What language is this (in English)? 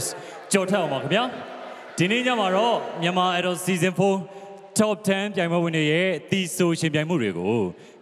Burmese